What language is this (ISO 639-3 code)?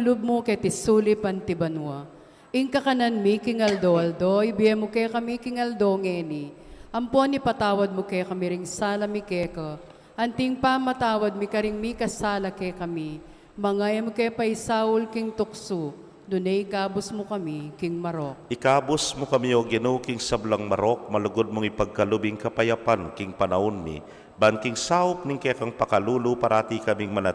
pam